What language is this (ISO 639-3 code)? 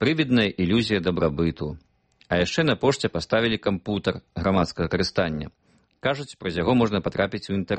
bel